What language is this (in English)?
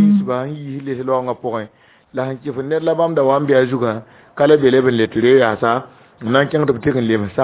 Mossi